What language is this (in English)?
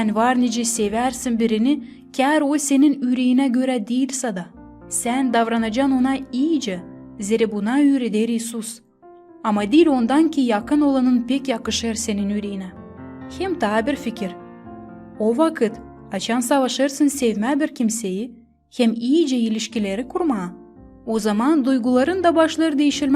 Gagauz